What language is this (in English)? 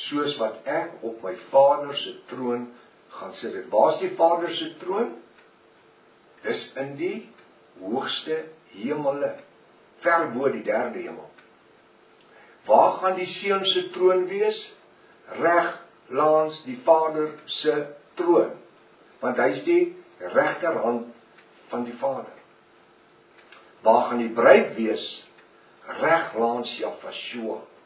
Afrikaans